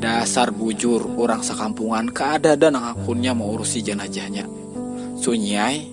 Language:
Banjar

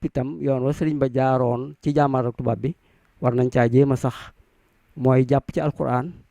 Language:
Wolof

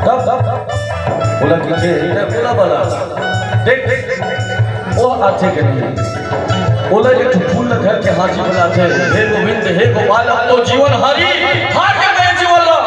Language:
Chhattisgarhi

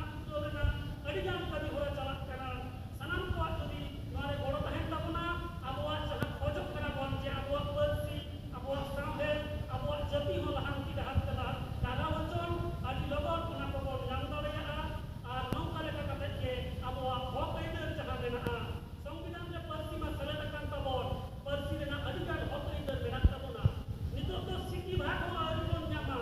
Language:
Santali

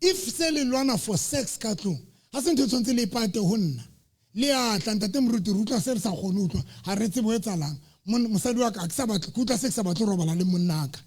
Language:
Southern Sotho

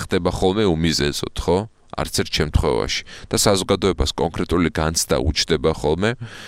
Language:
Georgian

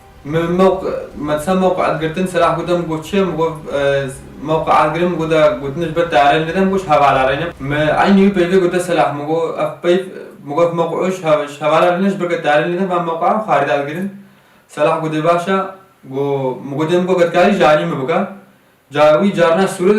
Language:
Kurdish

